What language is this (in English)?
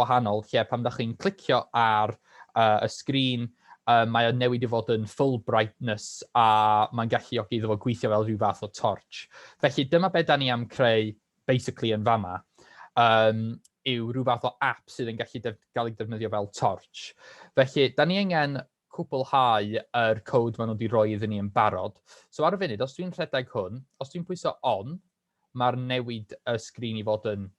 Welsh